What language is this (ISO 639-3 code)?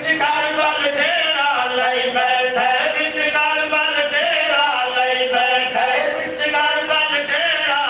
skr